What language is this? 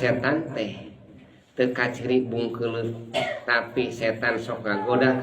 Sundanese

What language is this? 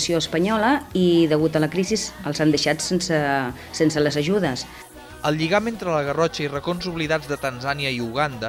Catalan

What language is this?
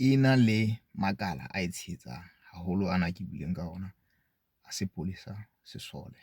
Southern Sotho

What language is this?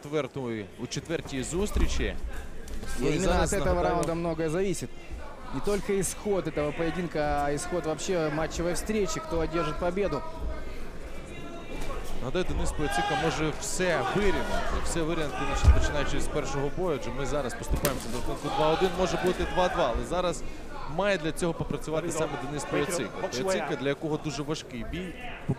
Ukrainian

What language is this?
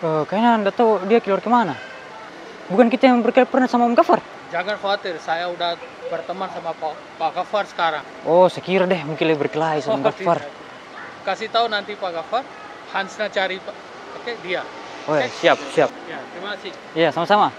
Makassar Malay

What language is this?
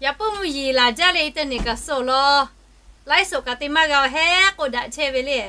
Lahu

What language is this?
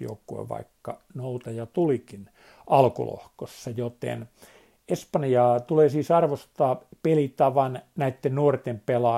Finnish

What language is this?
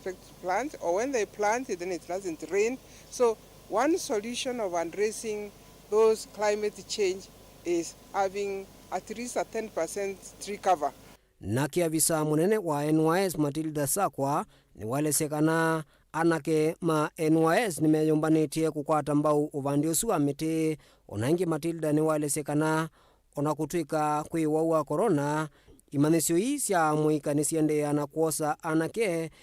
Kamba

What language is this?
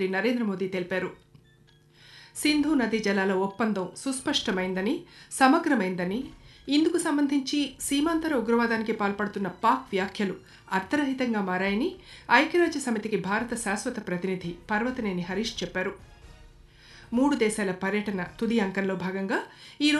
Telugu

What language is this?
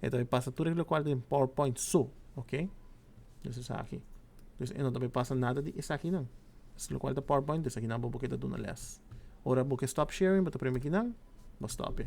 Papiamento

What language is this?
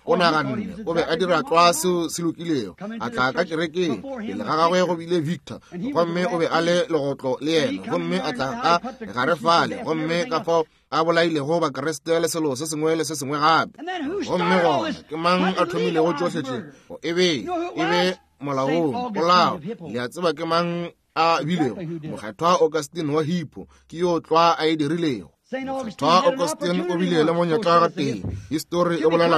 Northern Sotho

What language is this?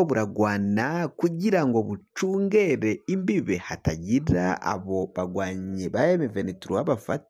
Rundi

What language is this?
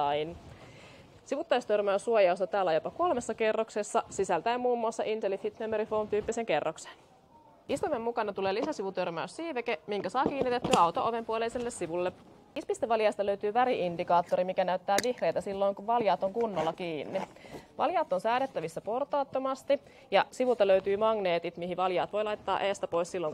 Finnish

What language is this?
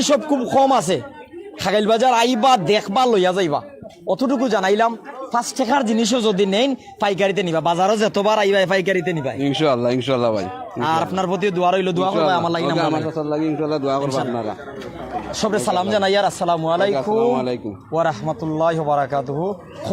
Sylheti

